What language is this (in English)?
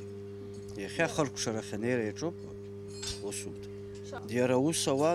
Abkhazian